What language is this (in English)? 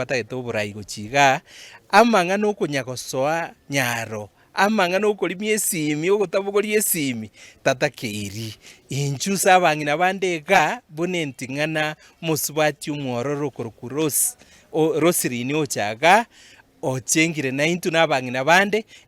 Gusii